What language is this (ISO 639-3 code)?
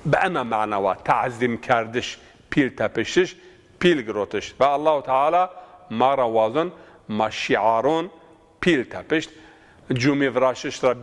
zza